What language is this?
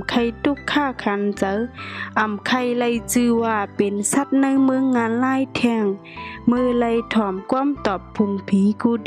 Shan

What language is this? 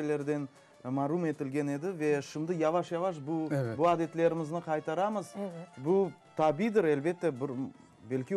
Crimean Tatar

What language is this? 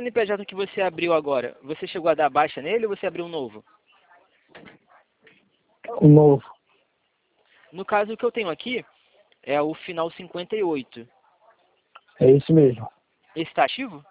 Portuguese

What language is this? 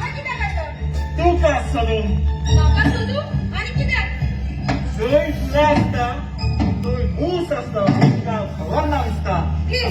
Konkani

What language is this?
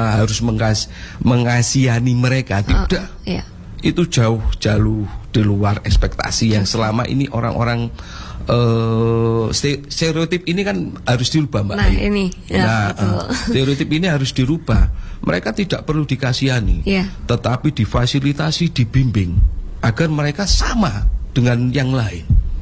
Indonesian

